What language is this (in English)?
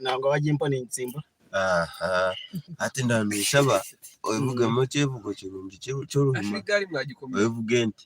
Nyankole